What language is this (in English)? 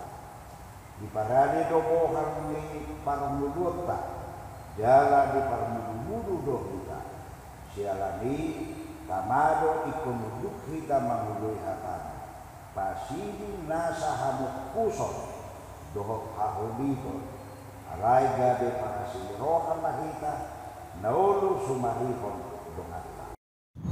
Batak Toba